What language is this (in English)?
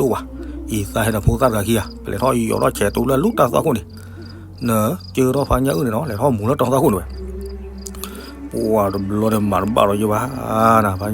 S'gaw Karen